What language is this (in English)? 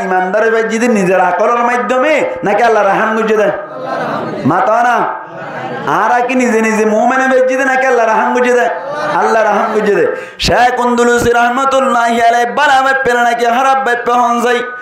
Rohingya